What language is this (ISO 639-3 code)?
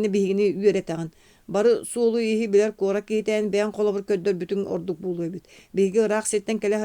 sah